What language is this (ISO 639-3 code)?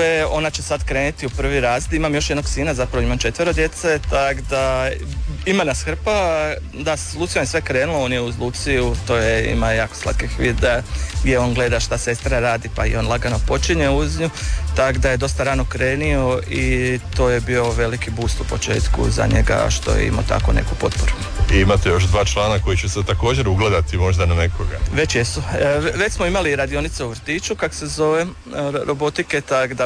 hrv